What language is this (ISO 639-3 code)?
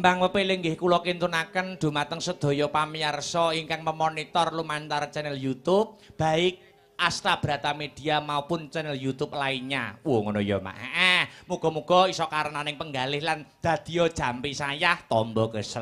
jav